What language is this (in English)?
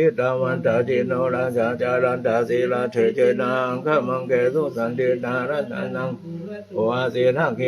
Pali